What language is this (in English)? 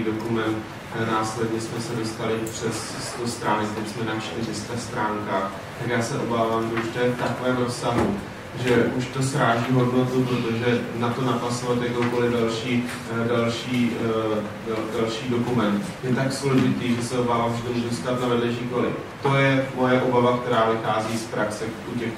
Czech